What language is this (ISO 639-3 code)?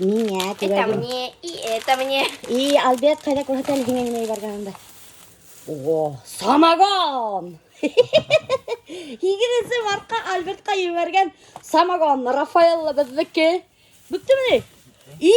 bak